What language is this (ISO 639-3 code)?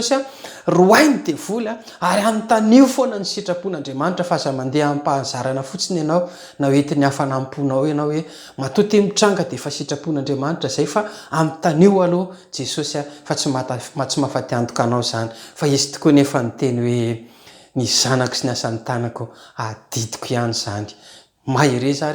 mlg